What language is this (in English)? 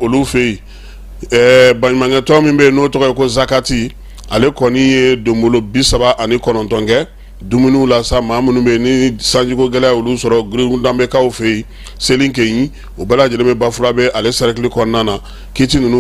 Bambara